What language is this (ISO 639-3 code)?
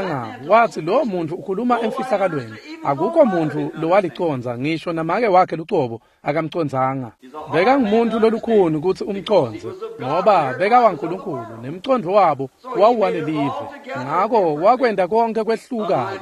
ssw